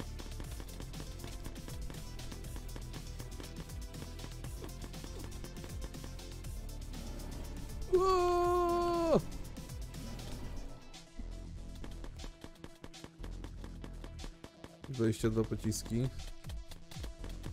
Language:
Polish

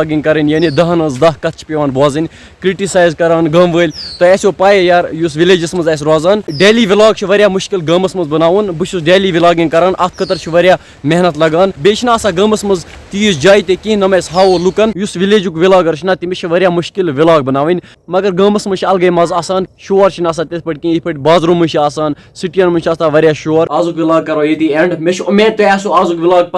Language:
Kashmiri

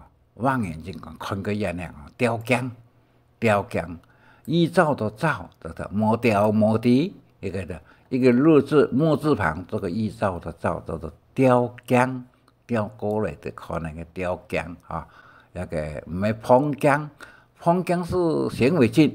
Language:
Hakka Chinese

